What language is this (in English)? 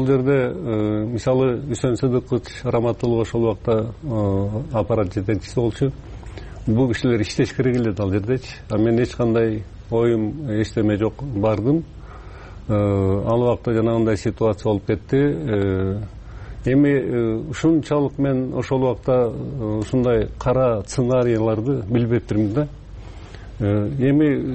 Kyrgyz